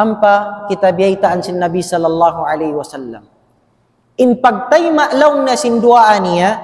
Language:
Tausug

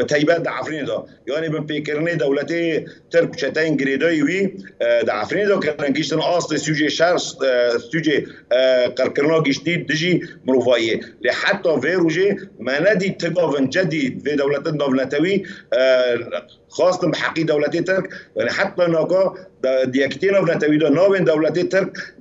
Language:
Kurdish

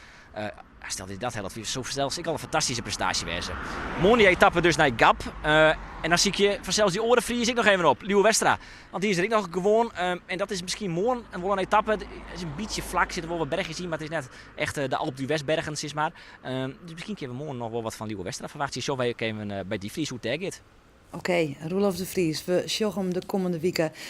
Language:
Western Frisian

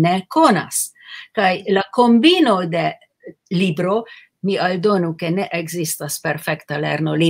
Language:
Esperanto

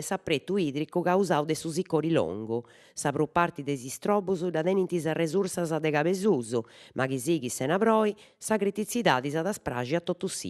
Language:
Sardinian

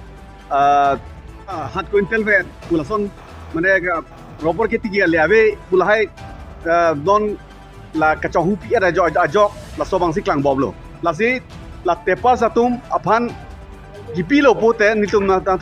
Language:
Karbi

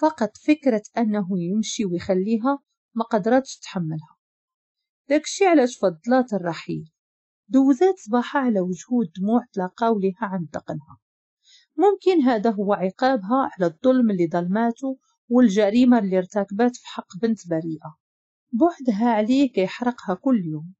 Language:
Moroccan Arabic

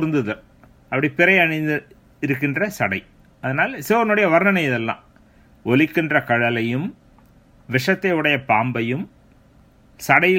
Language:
Tamil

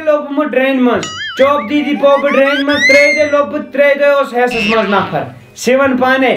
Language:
Kashmiri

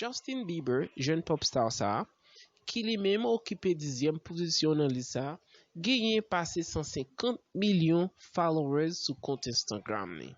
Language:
Haitian Creole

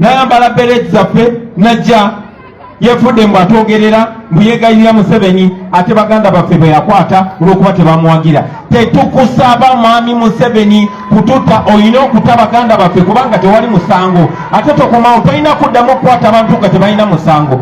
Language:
Ganda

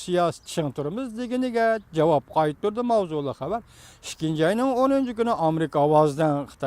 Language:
Uyghur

